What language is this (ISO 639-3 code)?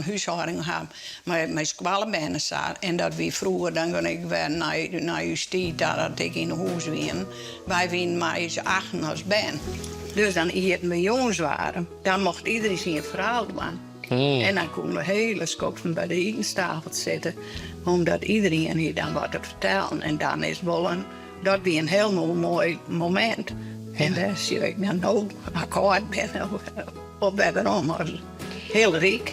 fry